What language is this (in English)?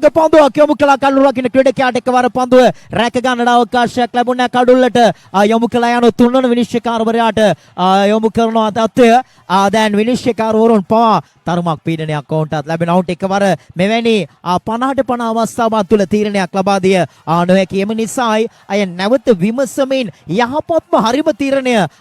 Sinhala